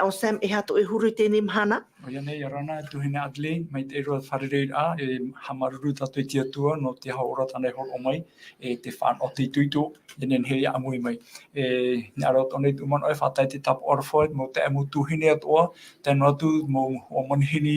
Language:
Tahitian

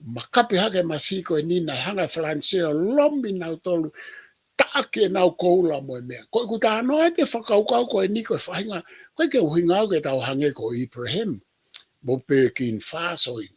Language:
Tongan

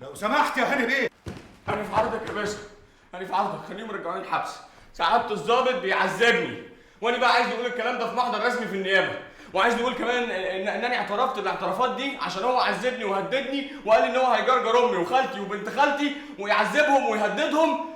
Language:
Egyptian Arabic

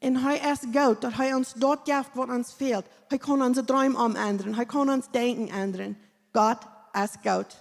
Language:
Plautdietsch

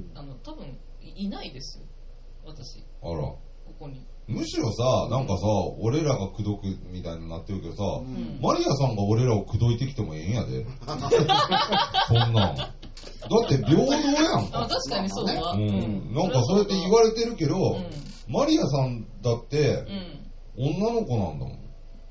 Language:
Japanese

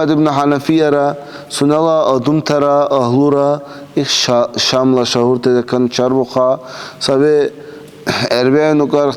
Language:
Dargwa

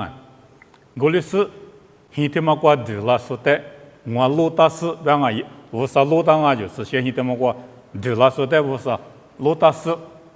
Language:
Lisu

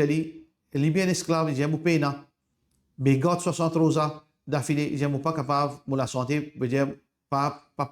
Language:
Morisyen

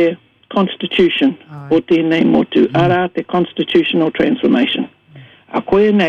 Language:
Māori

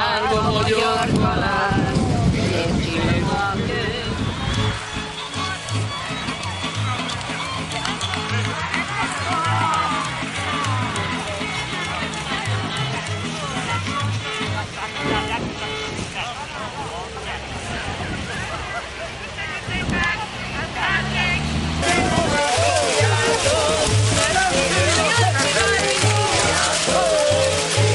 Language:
Hungarian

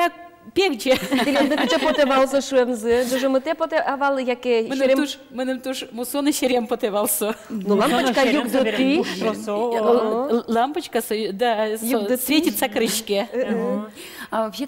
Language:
Udmurt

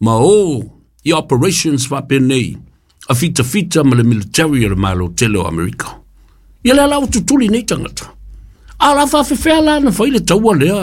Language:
Samoan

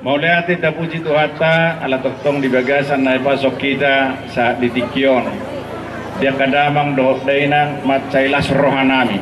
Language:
Batak Toba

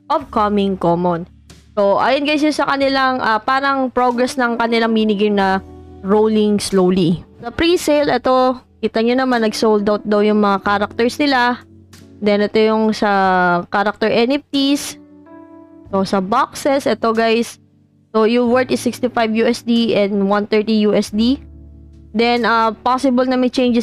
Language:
Filipino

